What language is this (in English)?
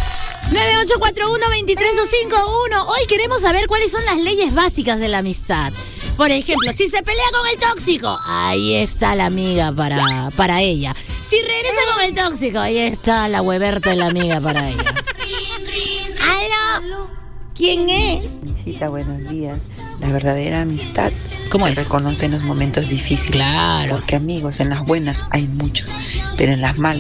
Spanish